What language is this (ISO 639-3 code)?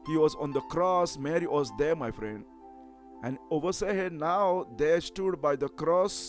kok